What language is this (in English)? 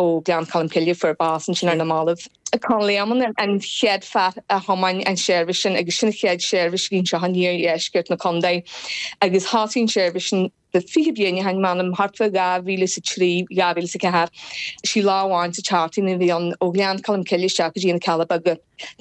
Irish